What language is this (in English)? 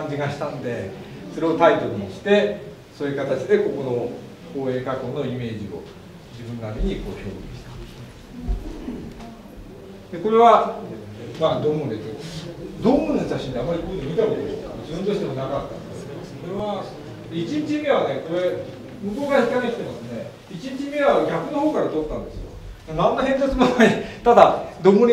Japanese